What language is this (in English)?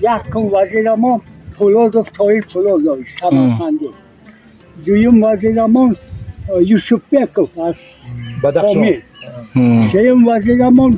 Tajik